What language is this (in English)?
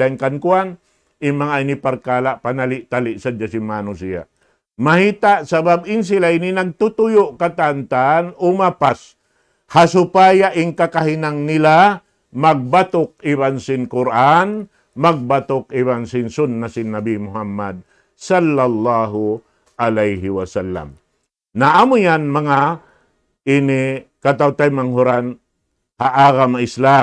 Tausug